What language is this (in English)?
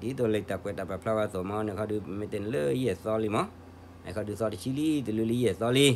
S'gaw Karen